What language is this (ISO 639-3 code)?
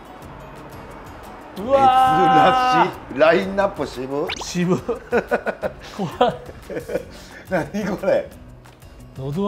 jpn